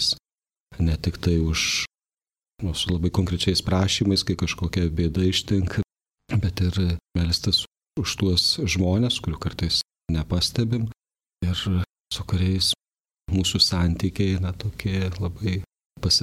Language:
Lithuanian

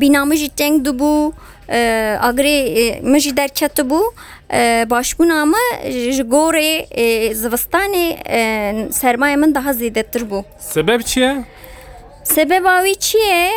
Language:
Kurdish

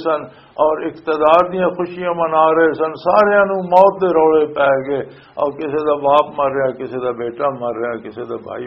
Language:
Western Panjabi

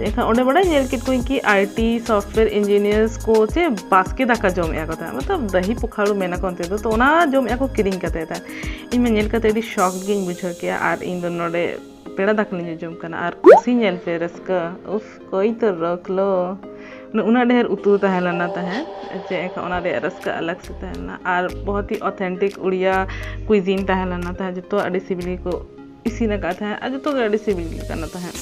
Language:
Santali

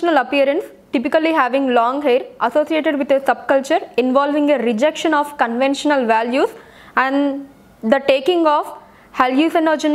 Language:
Telugu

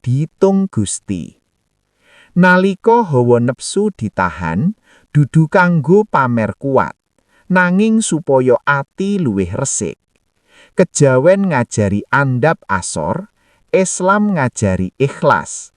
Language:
Javanese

